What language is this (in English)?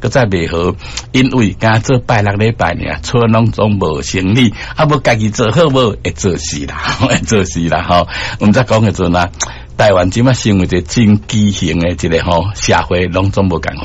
Min Nan Chinese